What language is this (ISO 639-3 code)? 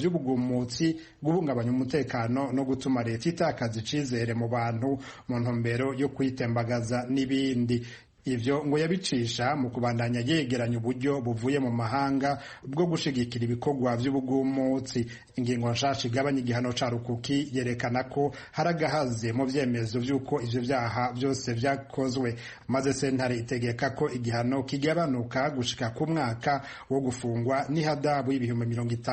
run